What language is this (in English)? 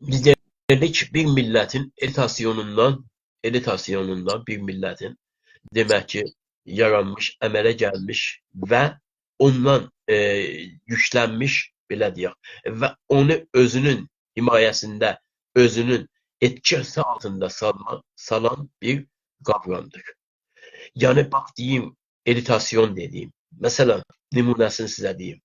South Azerbaijani